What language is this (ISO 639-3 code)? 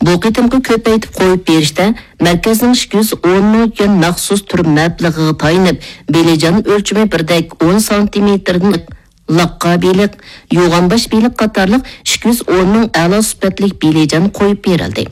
uig